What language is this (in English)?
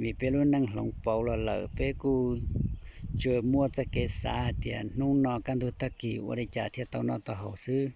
Hmong